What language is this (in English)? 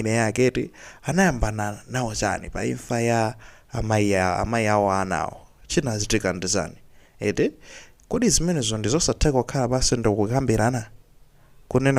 Nyanja